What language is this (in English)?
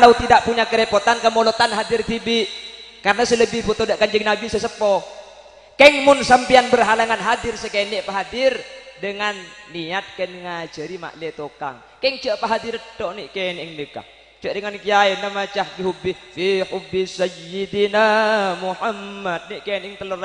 Madurese